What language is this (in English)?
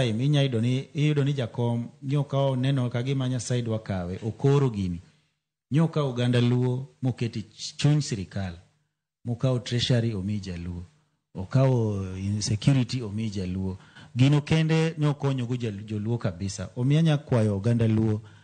Luo (Kenya and Tanzania)